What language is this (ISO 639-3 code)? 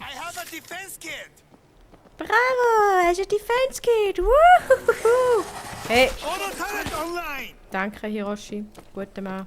gsw